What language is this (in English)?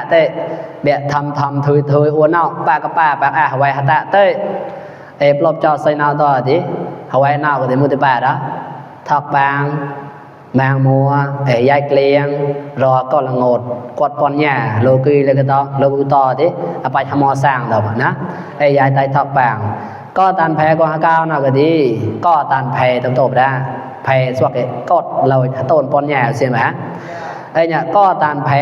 Mon